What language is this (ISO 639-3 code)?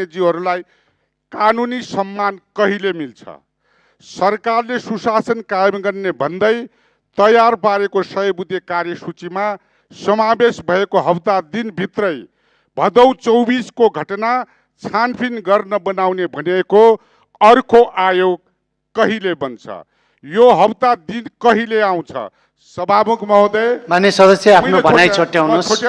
nep